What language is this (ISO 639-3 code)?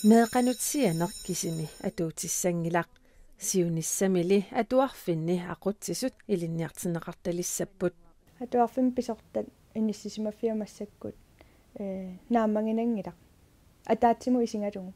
kal